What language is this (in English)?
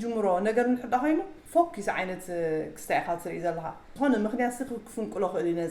Tigrinya